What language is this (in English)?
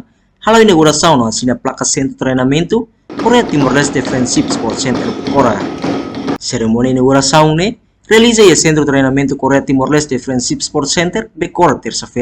Tetum